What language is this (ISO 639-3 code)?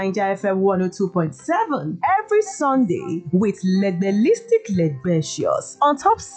pcm